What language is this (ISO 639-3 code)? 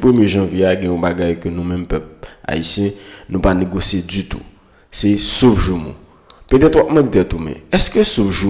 hat